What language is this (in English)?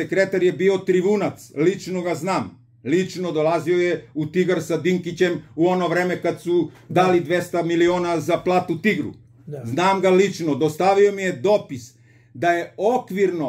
Serbian